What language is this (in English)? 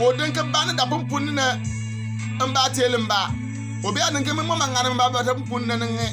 Bimoba